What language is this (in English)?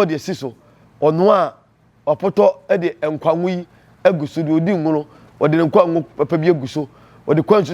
Akan